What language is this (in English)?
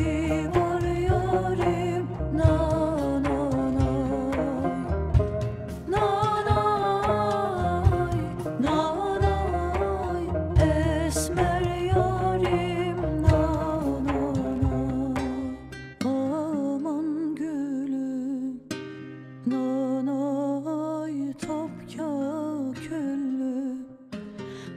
Turkish